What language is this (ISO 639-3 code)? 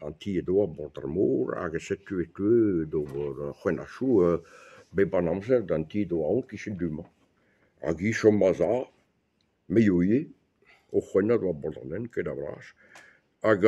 bre